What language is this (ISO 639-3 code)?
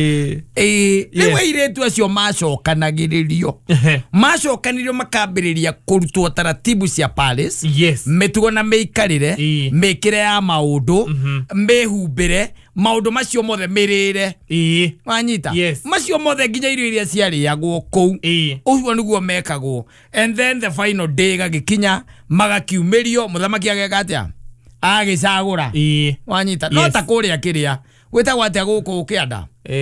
kik